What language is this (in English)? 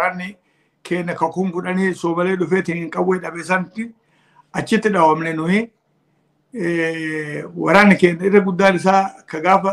Oromo